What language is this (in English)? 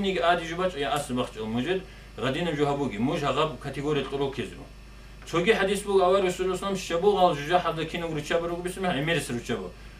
Avaric